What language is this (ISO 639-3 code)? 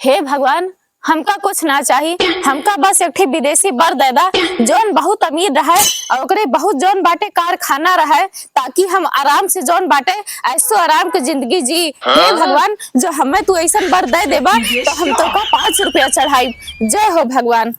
awa